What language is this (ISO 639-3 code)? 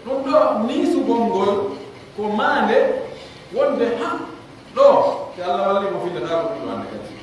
fuf